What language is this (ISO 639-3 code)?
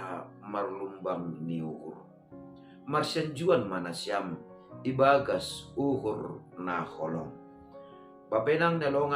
bts